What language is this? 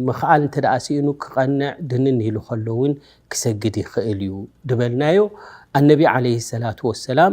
Tigrinya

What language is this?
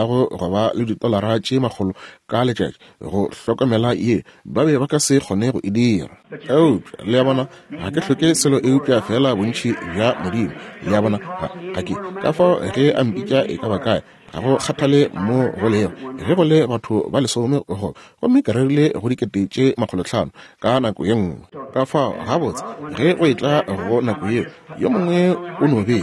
Northern Sotho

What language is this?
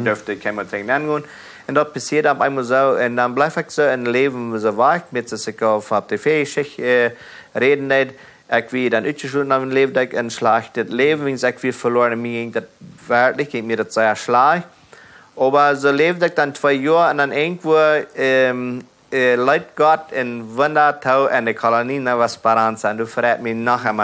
Plautdietsch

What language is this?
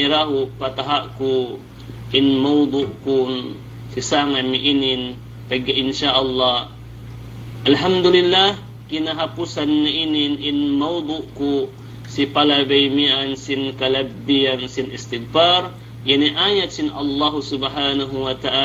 Yakan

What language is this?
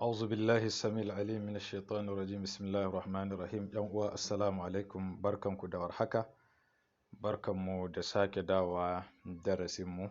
Hausa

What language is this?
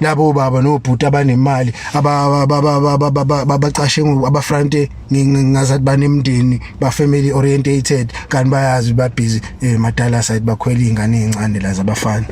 Zulu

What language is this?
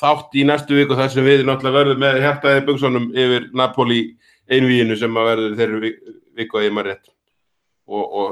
Icelandic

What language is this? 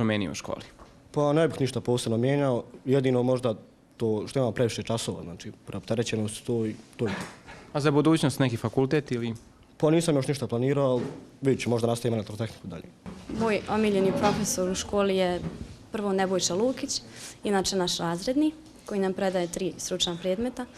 Bosnian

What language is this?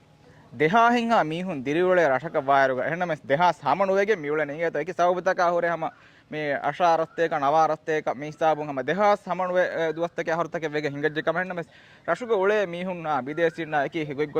Divehi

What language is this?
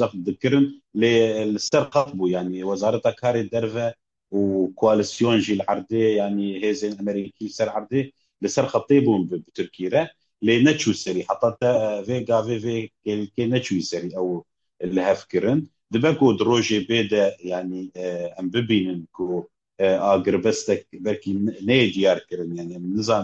Kurdish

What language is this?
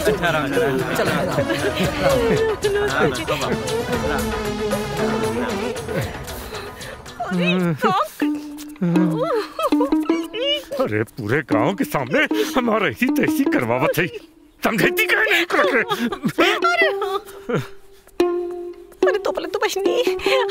Bhojpuri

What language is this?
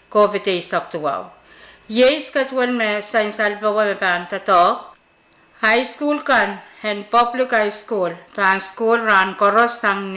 Pohnpeian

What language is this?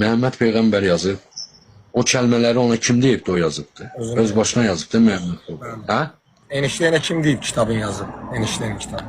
Azerbaijani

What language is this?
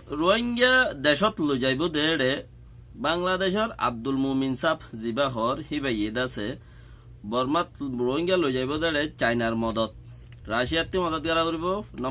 Rohingya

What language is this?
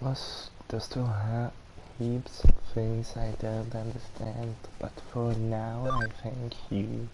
Swiss German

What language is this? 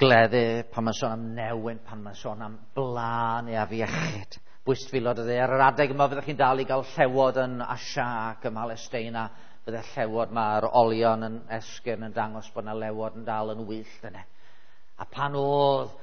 Welsh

